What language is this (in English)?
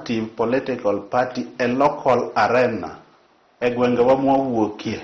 Luo (Kenya and Tanzania)